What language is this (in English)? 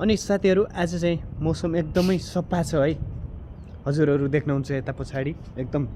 Nepali